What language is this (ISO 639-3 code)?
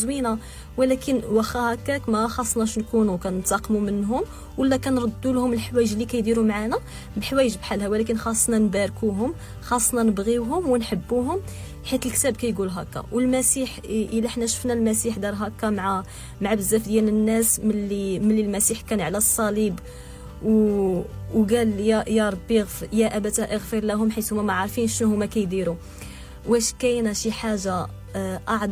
ary